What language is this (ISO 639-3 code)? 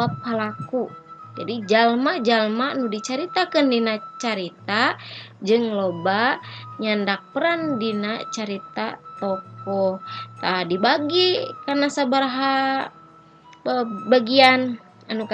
sun